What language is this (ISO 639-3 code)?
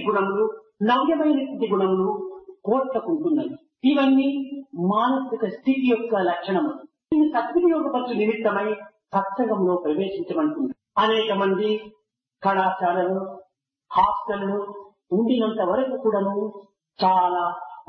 tel